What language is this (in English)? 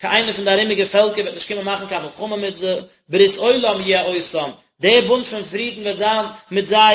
Yiddish